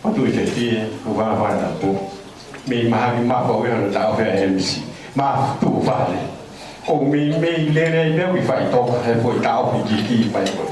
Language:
Tongan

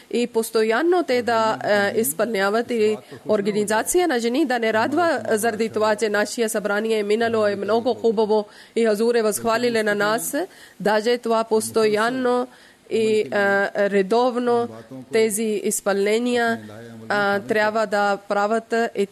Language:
Bulgarian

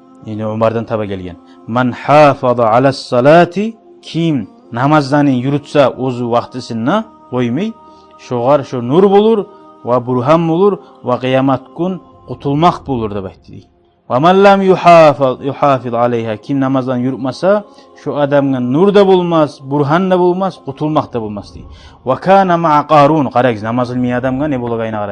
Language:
Kumyk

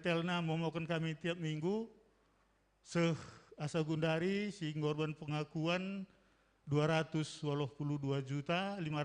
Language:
Batak Karo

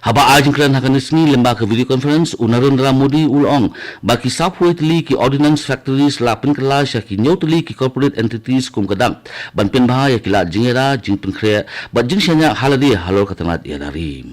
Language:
Khasi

